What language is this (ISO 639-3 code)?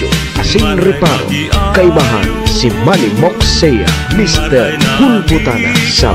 bik